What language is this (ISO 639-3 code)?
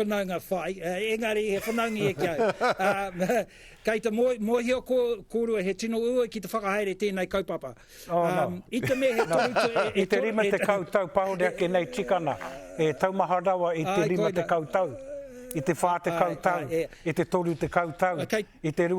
mri